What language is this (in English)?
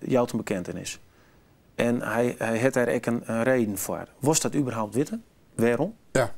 Western Frisian